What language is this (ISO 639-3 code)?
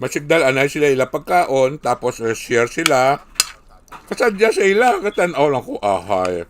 hil